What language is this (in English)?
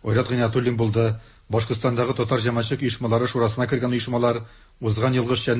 Tatar